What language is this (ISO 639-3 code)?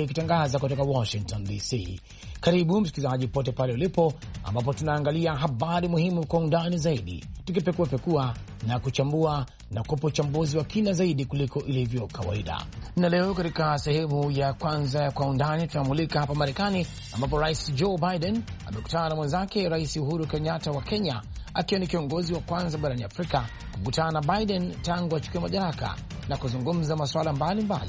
swa